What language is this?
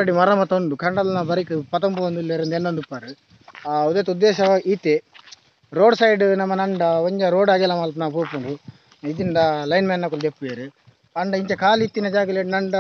Tulu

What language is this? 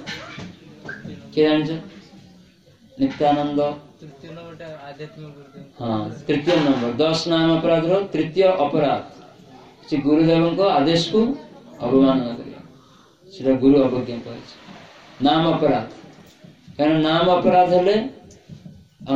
Odia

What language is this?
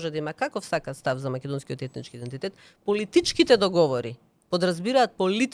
Macedonian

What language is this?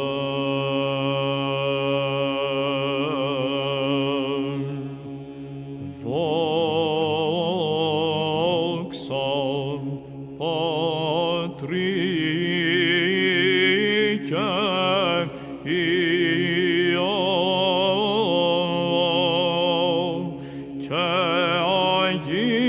Greek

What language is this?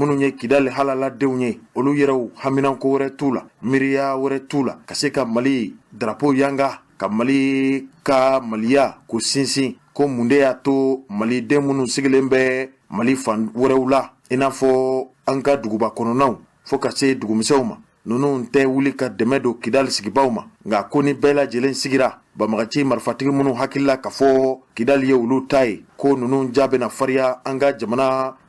Bambara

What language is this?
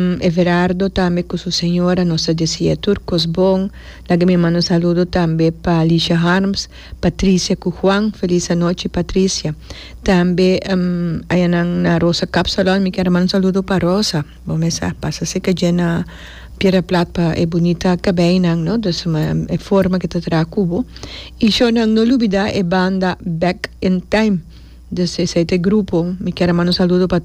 Papiamento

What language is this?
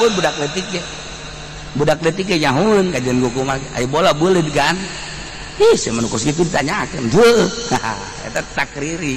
Sundanese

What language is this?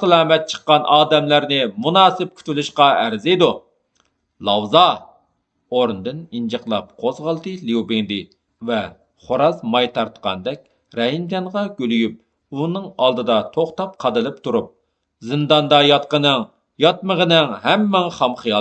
Uyghur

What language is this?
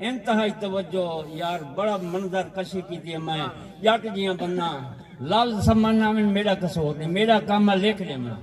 Saraiki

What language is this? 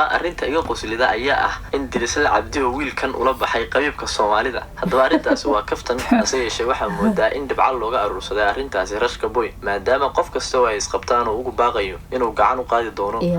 Somali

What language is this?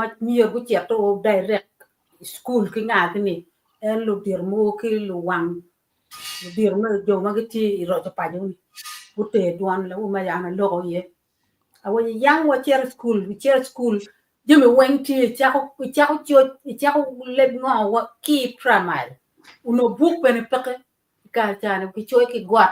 Acoli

